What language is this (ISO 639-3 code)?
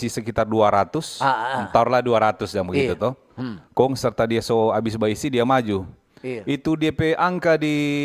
xmm